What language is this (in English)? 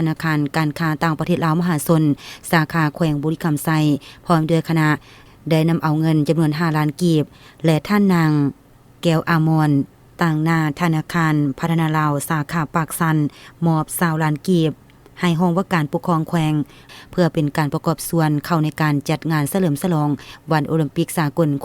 Lao